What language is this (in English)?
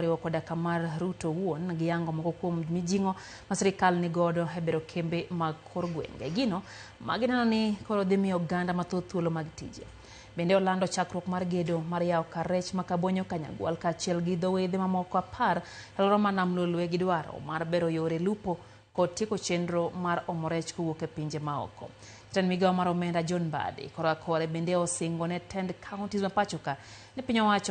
Luo (Kenya and Tanzania)